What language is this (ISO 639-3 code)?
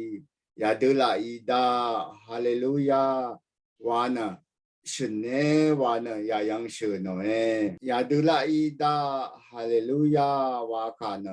raw